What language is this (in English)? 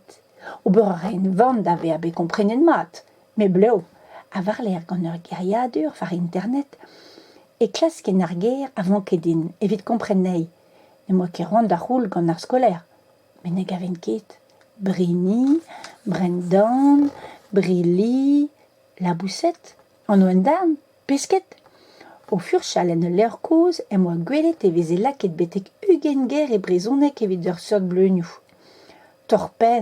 Breton